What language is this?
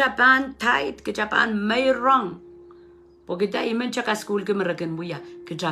Pohnpeian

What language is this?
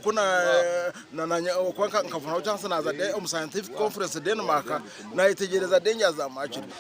Nyankole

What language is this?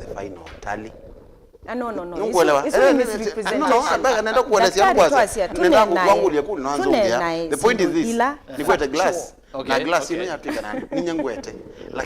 Kamba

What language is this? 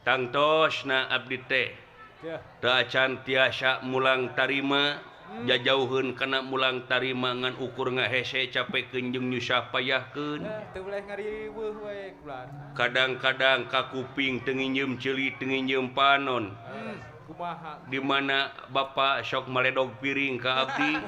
Sundanese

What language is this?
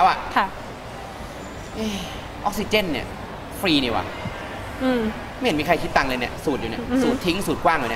Thai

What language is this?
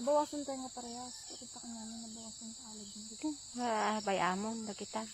Iloko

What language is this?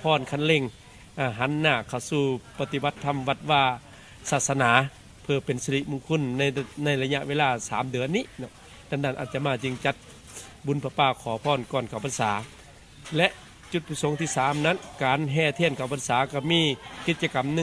Lao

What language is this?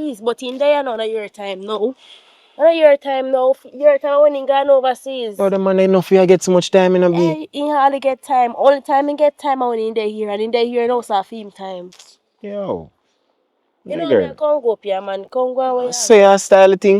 Jamaican Creole English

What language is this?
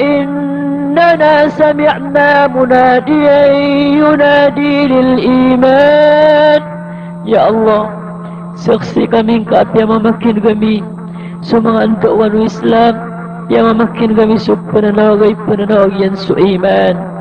Maranao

